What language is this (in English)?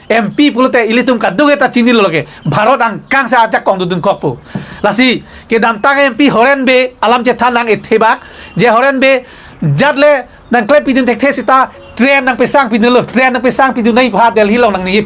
Karbi